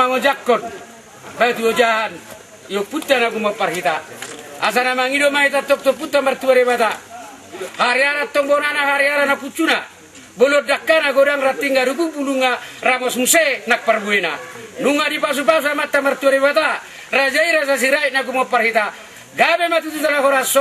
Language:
Batak Toba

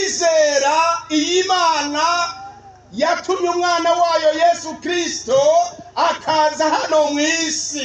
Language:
Rundi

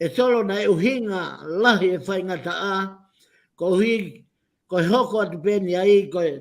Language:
Tongan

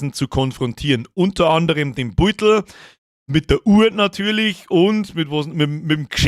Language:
Bavarian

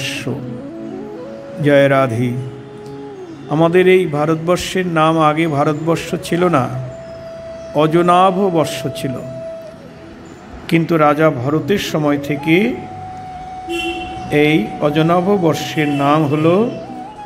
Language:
Bangla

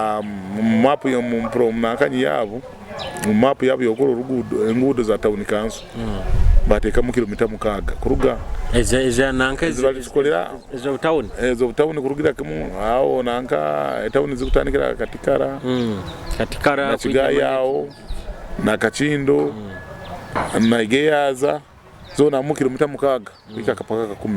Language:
Nyoro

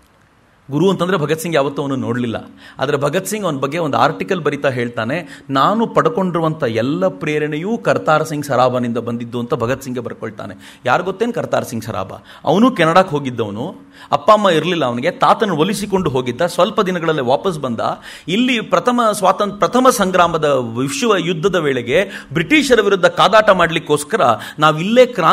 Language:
Kannada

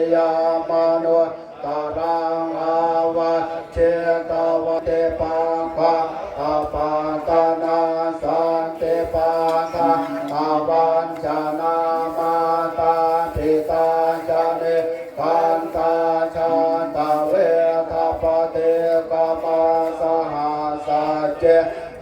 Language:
Pali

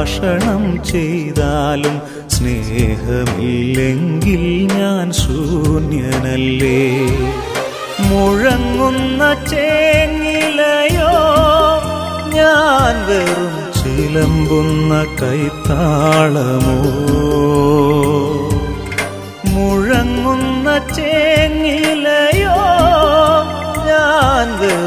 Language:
Malayalam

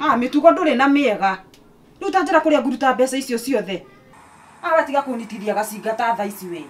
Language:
Kikuyu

